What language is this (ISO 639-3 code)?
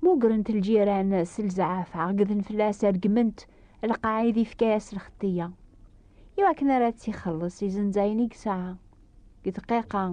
kab